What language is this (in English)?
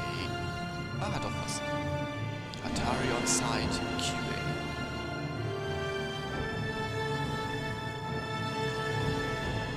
German